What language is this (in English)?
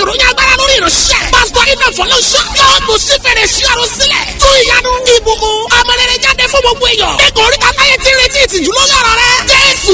Yoruba